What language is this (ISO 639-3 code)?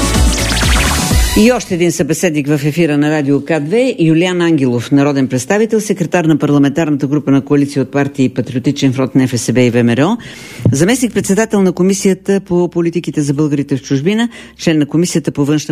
bul